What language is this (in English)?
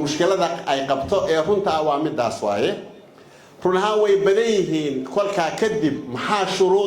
Somali